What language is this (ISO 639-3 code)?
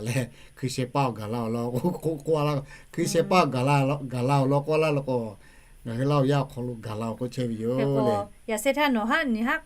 lhu